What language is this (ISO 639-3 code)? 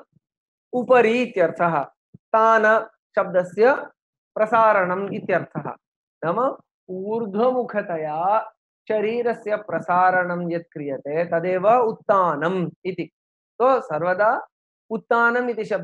san